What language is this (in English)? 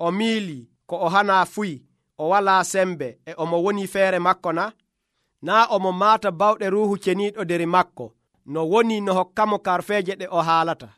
Nigerian Fulfulde